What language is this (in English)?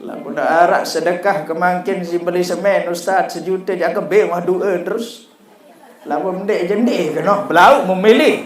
Sasak